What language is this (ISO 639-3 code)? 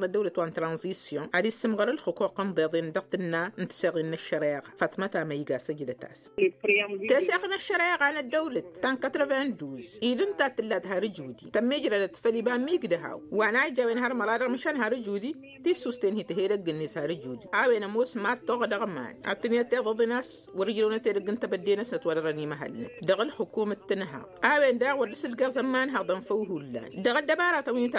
taq